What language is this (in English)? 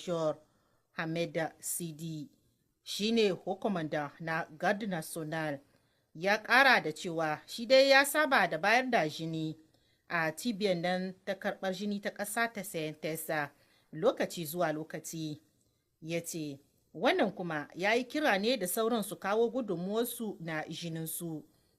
Hausa